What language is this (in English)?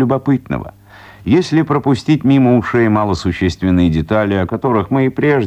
Russian